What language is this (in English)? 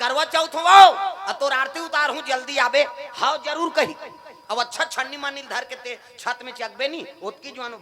Chhattisgarhi